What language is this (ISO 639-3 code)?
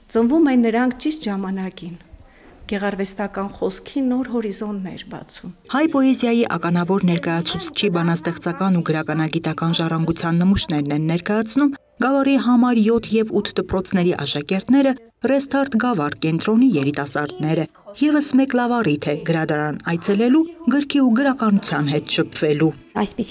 hye